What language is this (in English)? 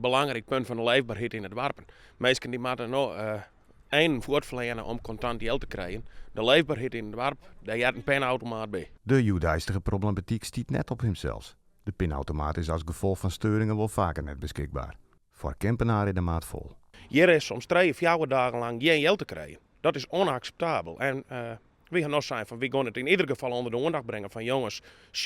Western Frisian